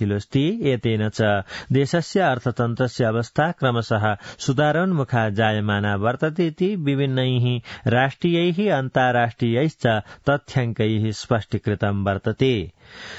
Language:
Sanskrit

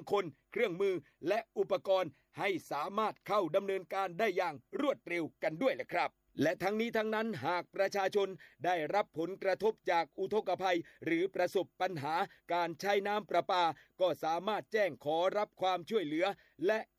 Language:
Thai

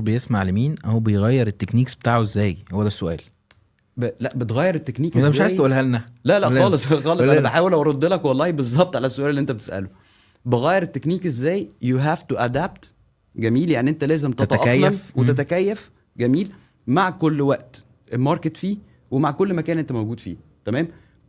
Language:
Egyptian Arabic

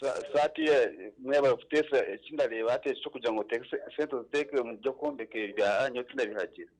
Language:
Nyankole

